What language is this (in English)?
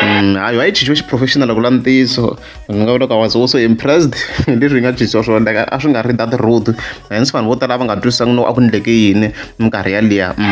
Tsonga